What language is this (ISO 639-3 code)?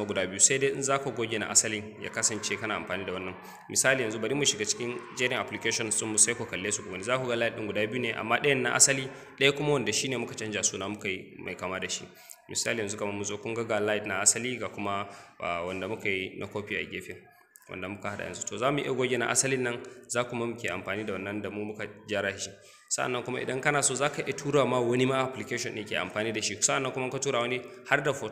hau